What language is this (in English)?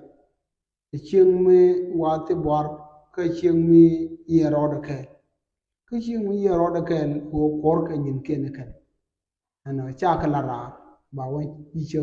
Nuer